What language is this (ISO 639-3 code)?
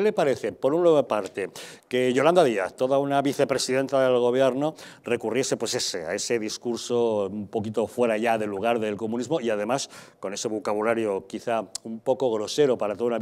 spa